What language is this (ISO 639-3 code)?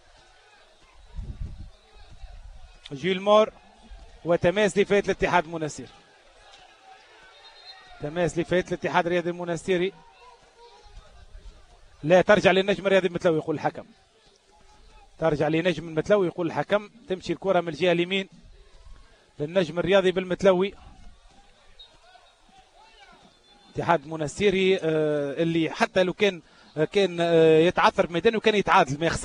aeb